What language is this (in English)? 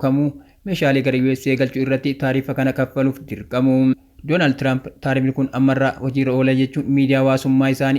Oromo